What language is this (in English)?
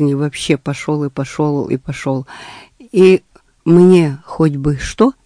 Russian